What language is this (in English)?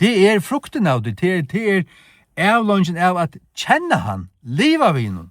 Faroese